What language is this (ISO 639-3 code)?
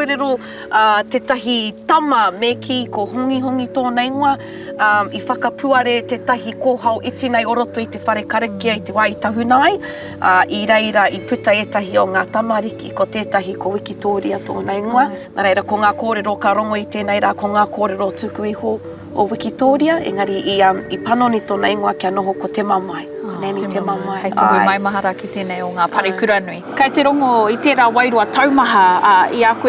mri